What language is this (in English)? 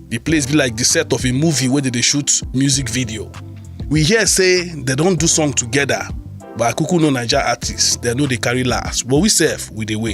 Nigerian Pidgin